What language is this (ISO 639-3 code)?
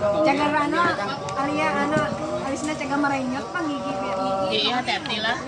bjn